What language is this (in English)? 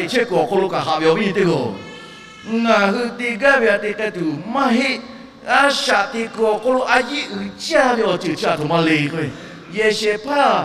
Lahu